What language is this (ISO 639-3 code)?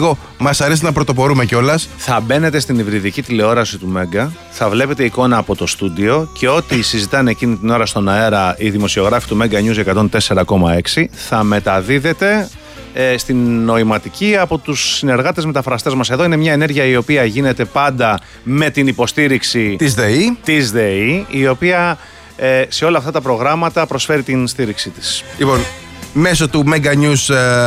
ell